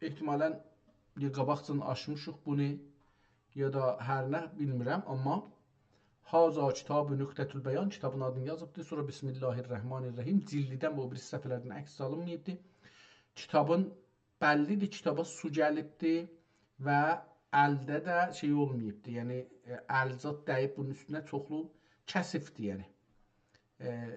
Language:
South Azerbaijani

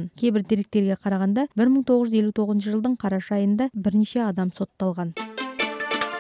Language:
Kazakh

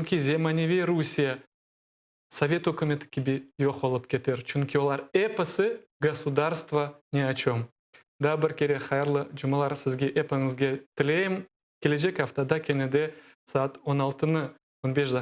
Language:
Crimean Tatar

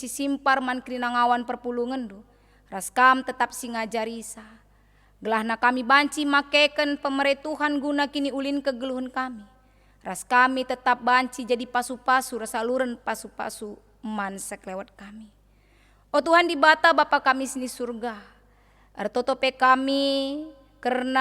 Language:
Batak Karo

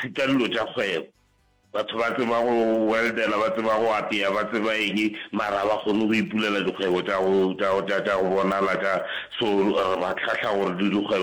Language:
Northern Sotho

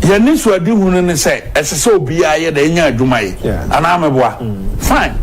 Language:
Akan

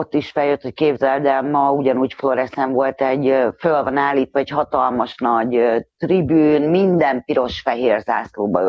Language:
Hungarian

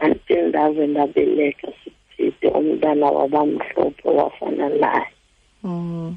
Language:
Xhosa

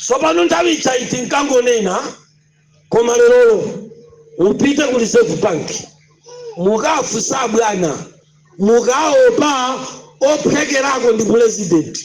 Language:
Nyanja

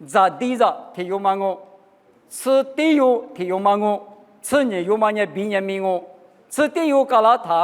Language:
Lisu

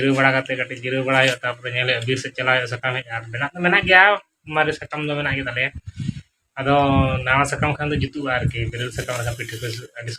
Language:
Santali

